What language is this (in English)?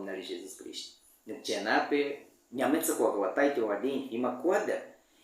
Baniwa